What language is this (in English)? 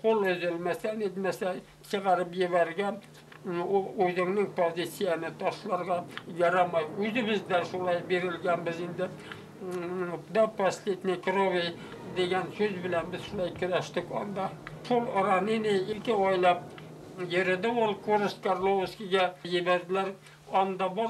Bashkir